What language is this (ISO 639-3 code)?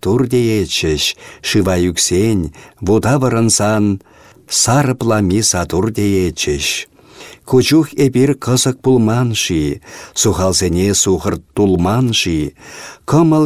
chv